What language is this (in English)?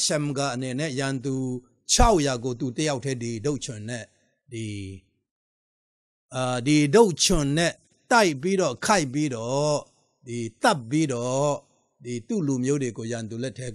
Burmese